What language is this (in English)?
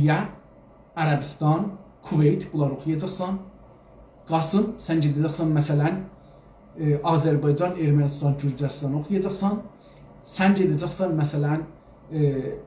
South Azerbaijani